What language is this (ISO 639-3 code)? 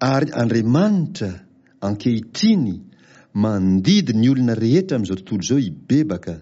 mlg